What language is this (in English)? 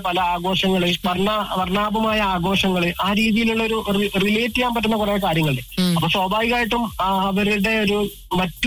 Malayalam